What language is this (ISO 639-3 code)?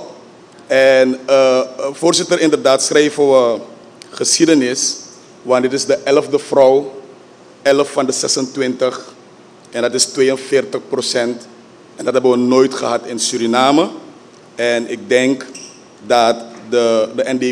nld